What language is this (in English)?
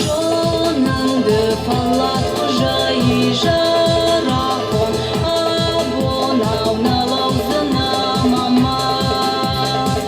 Ossetic